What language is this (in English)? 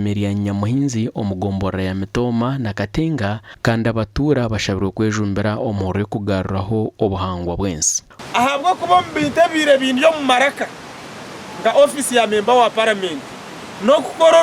Nyankole